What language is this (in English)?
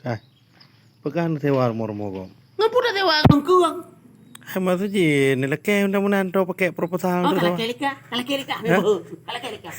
Achinese